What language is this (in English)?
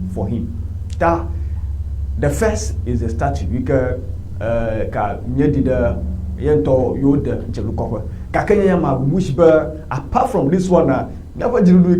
Ewe